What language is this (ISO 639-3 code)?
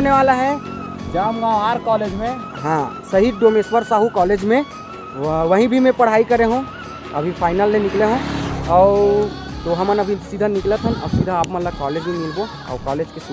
hne